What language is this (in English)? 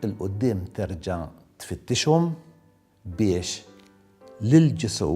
Maltese